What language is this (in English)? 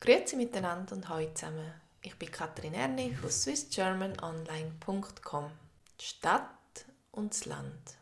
Swiss German